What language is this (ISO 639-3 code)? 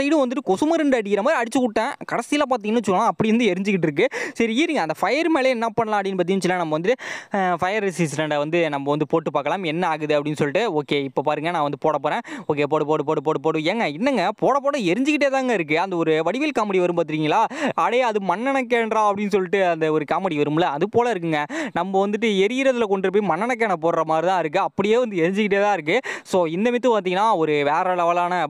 tam